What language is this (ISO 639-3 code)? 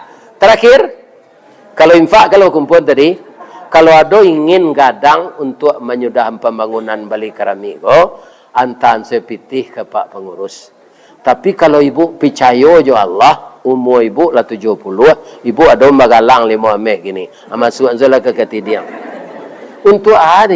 min